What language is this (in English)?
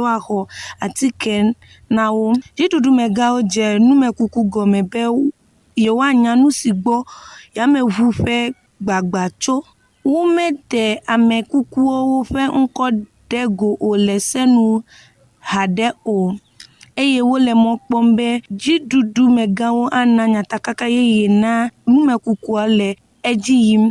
Ewe